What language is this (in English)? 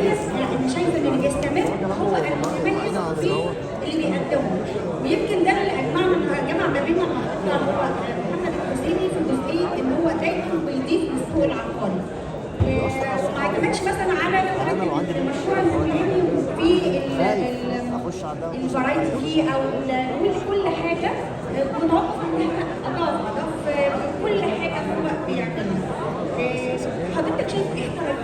Egyptian Arabic